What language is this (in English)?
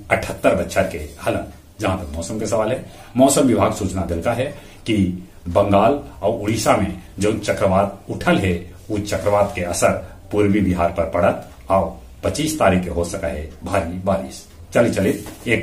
Magahi